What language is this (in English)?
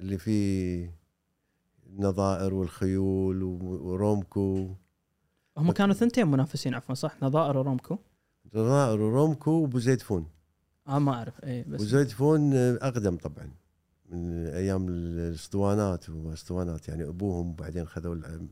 Gulf Arabic